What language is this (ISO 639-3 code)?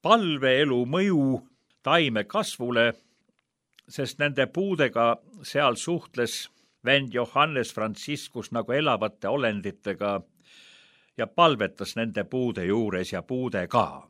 est